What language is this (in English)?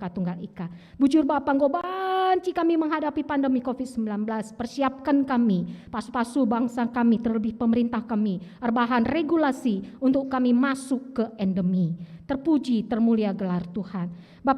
Batak Karo